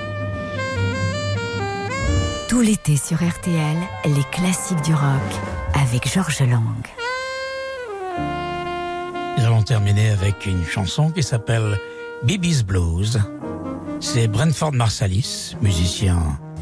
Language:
French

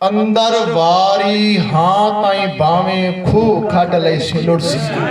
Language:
Saraiki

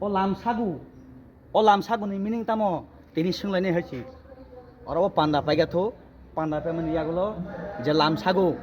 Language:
Kok Borok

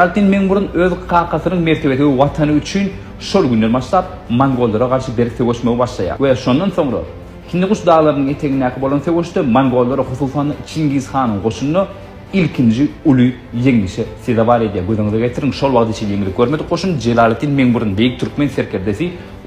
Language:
Turkmen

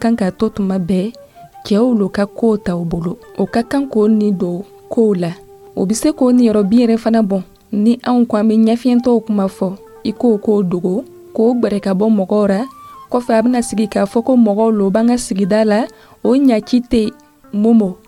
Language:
Dyula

